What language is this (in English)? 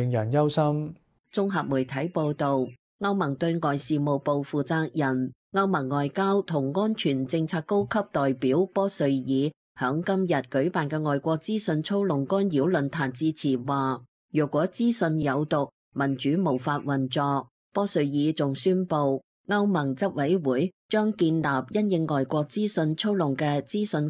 Cantonese